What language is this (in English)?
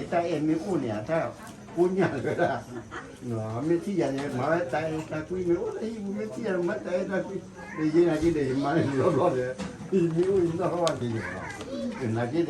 S'gaw Karen